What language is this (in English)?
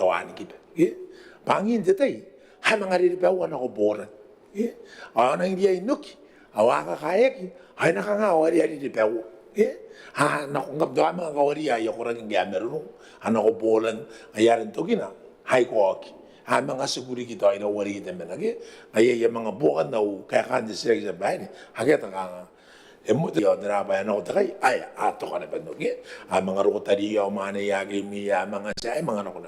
Gilbertese